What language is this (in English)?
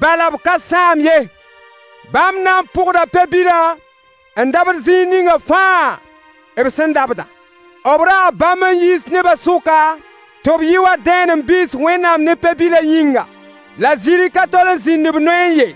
Mossi